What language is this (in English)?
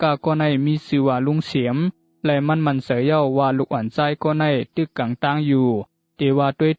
Shan